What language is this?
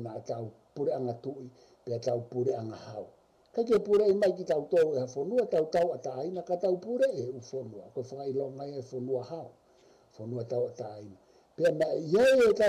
Tongan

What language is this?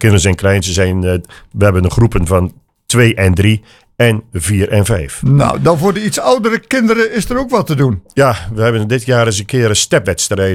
Dutch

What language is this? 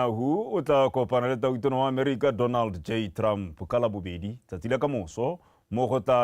Tswana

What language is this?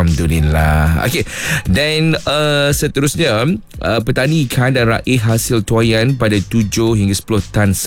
Malay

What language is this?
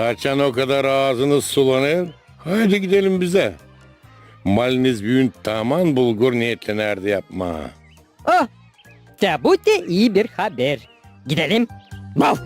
Gagauz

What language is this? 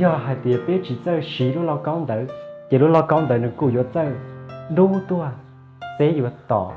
Hmong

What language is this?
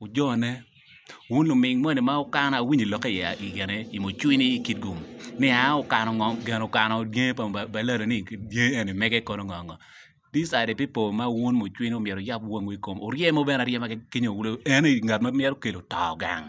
Acoli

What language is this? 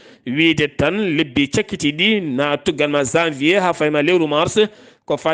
Fula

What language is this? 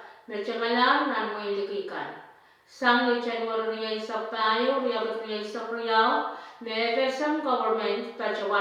Pohnpeian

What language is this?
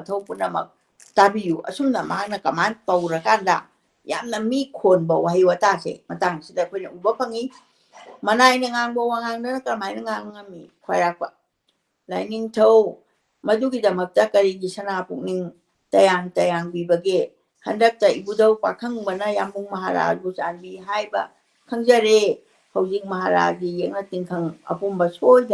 Manipuri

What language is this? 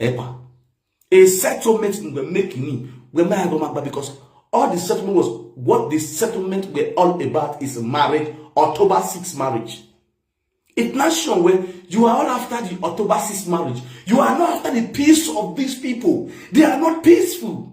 Nigerian Pidgin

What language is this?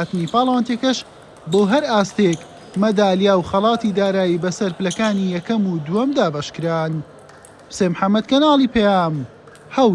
Central Kurdish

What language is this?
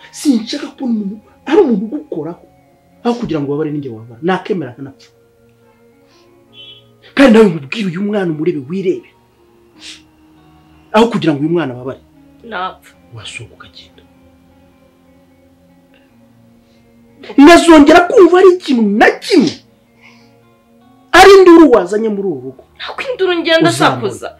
Kinyarwanda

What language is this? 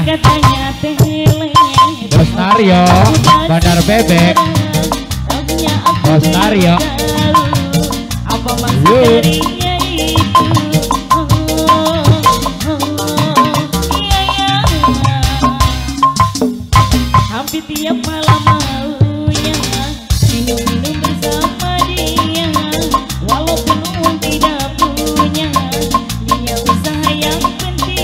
Indonesian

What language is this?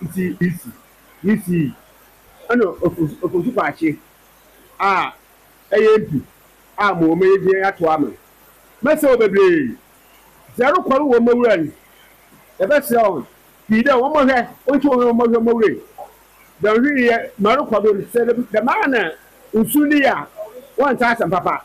Akan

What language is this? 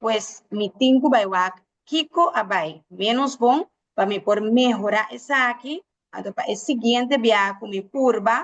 Papiamento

